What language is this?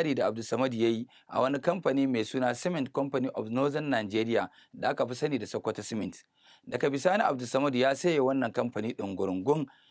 Hausa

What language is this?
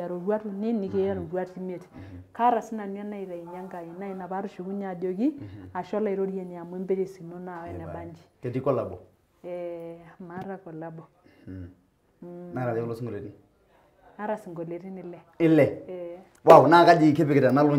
Masai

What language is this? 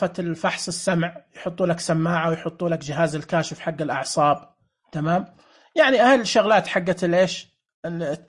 Najdi Arabic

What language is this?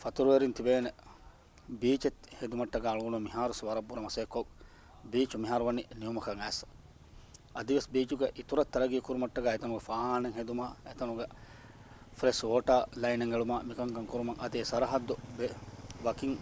Divehi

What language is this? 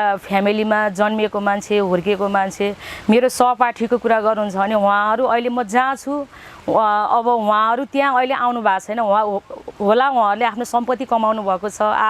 Nepali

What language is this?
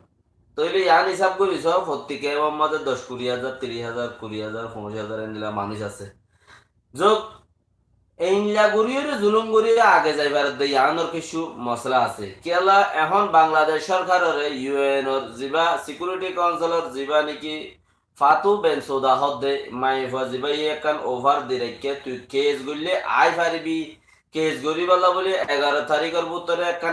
Rohingya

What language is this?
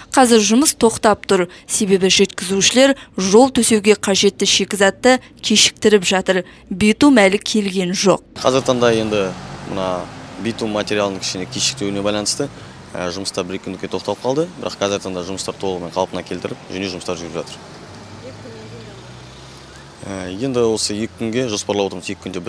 Kazakh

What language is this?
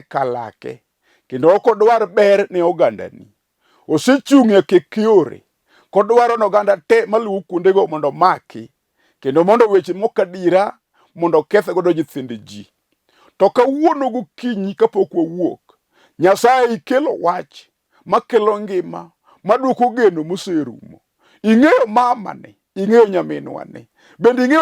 Luo (Kenya and Tanzania)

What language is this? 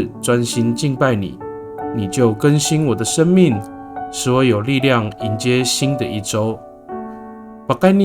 Amis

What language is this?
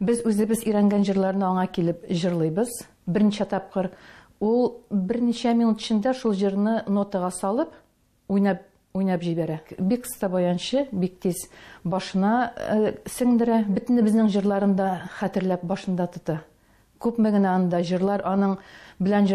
Tatar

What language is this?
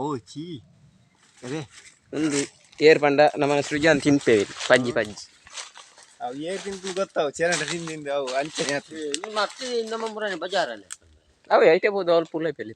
Tulu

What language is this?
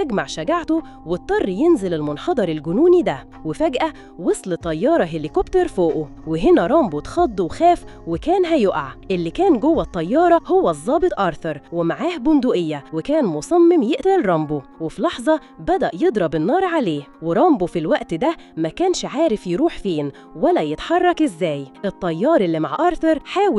Egyptian Arabic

